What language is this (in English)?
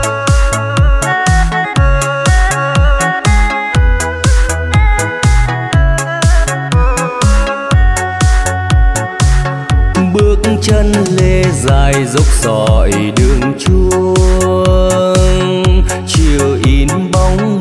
Vietnamese